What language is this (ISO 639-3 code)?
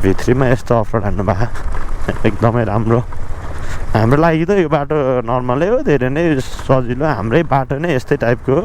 nep